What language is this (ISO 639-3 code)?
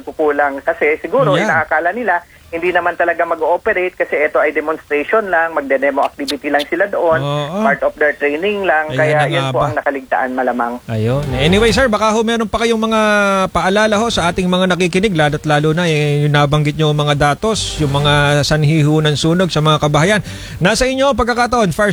fil